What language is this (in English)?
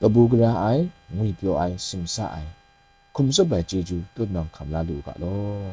Kachin